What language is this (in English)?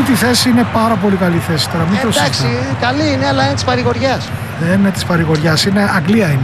Greek